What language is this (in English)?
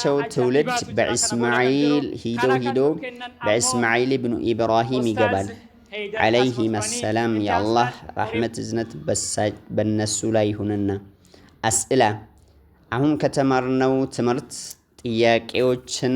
Amharic